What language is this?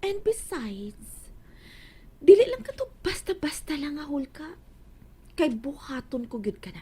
Cebuano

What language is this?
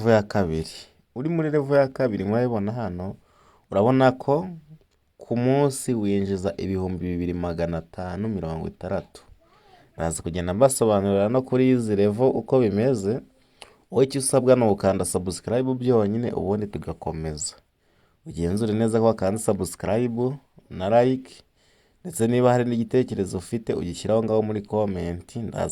Kinyarwanda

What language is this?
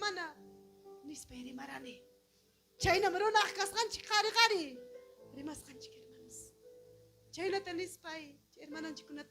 Ayacucho Quechua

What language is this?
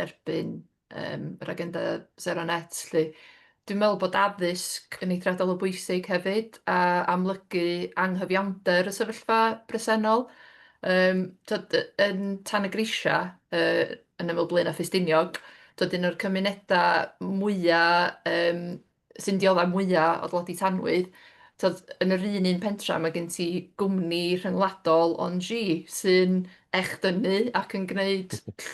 Welsh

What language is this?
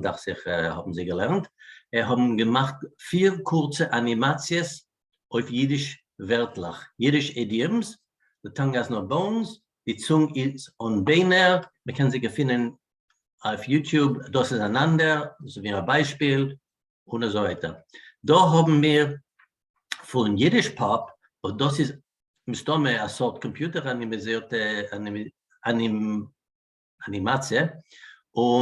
Yiddish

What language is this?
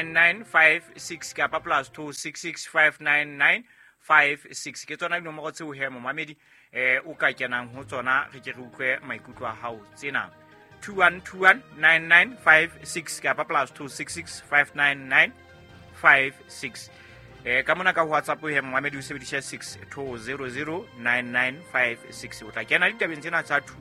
Southern Sotho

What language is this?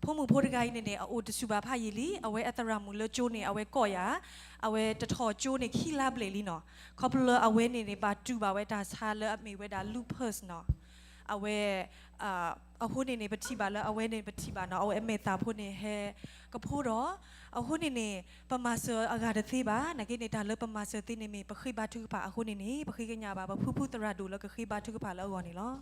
S'gaw Karen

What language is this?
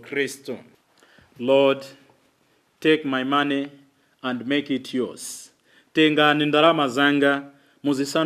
Nyanja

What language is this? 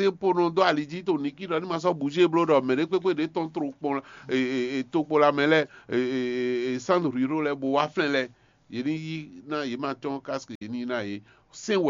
Fon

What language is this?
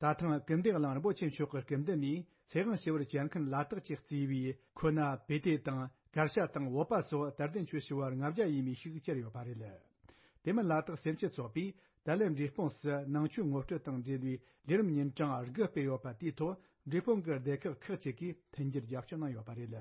Tibetan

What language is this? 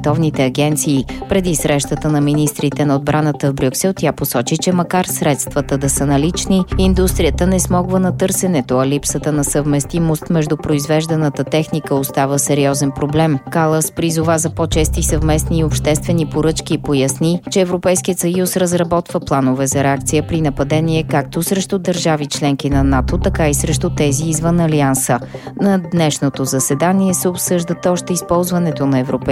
Bulgarian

